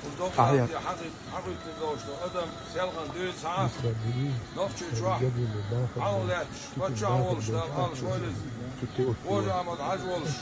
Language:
Chechen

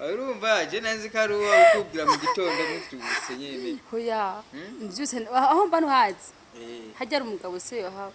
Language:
Rundi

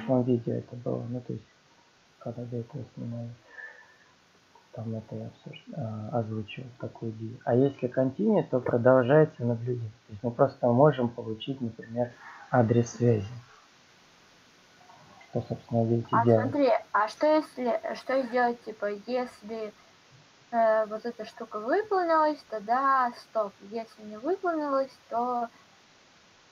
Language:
Russian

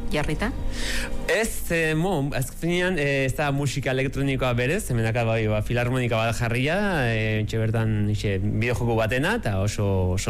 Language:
Basque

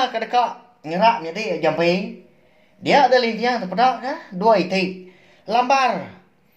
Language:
Iban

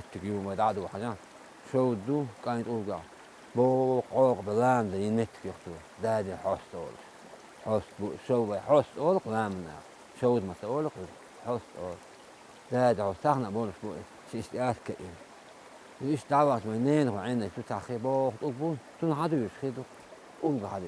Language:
Chechen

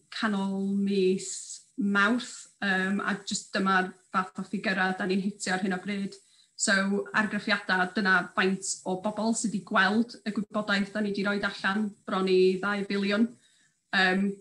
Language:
Welsh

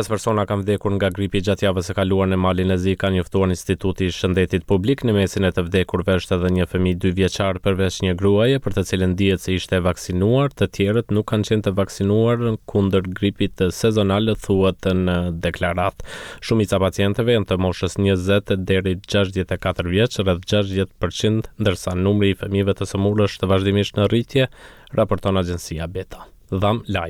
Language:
Albanian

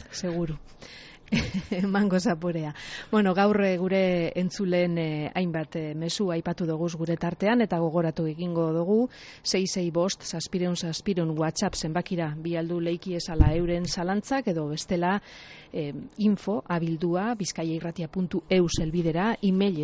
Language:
Basque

